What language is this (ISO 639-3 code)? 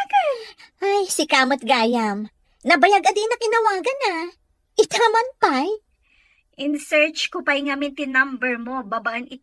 ilo